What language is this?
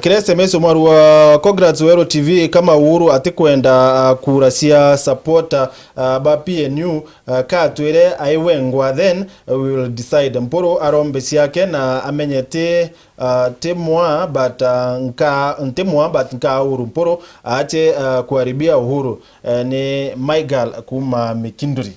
Meru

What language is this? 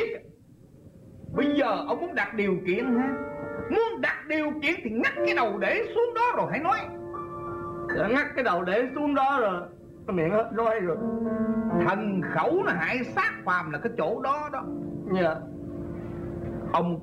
Vietnamese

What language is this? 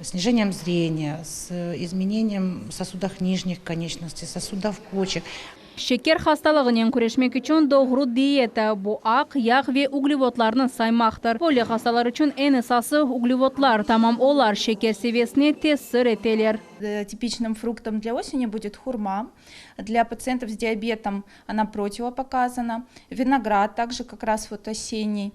Crimean Tatar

